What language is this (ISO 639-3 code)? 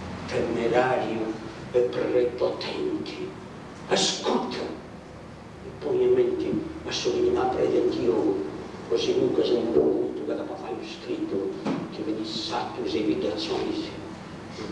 srd